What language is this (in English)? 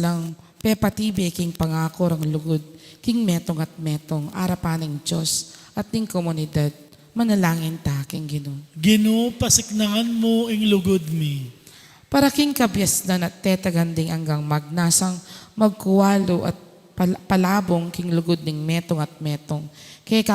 Pampanga